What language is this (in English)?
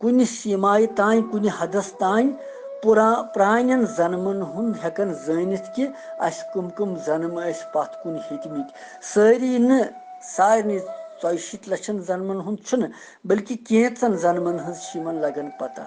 Kashmiri